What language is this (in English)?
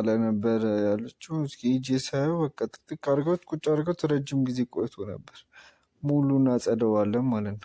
Amharic